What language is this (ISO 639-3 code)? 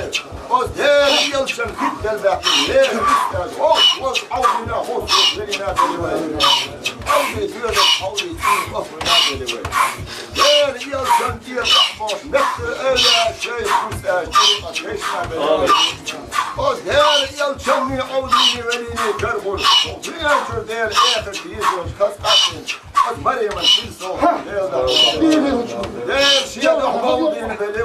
che